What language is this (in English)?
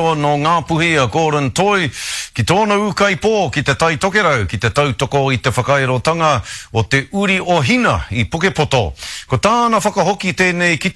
Māori